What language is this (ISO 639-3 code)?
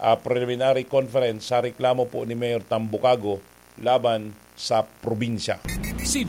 bik